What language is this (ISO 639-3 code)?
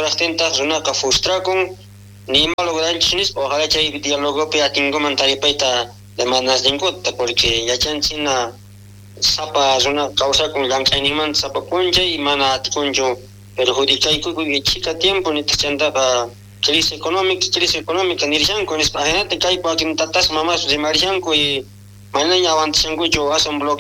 quh